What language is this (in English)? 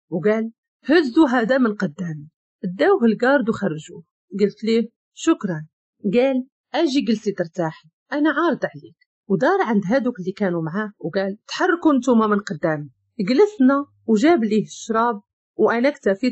Moroccan Arabic